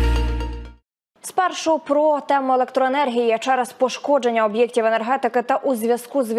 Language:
Ukrainian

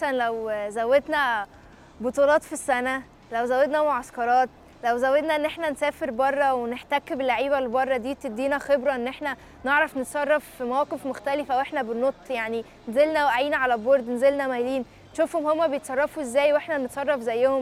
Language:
Egyptian Arabic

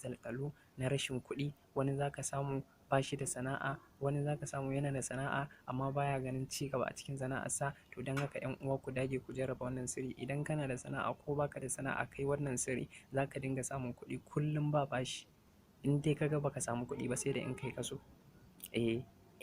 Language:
Hausa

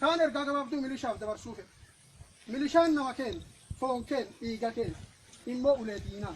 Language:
Oromo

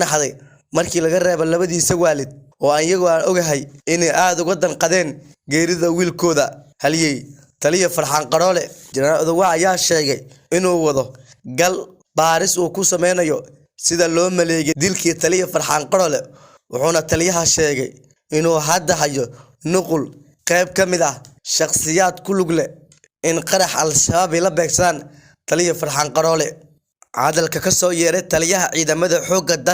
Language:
Somali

